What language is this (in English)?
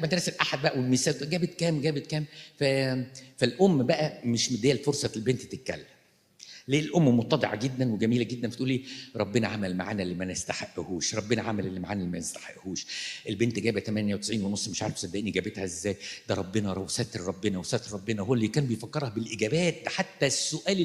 Egyptian Arabic